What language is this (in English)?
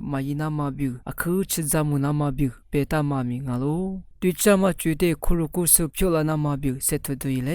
Lisu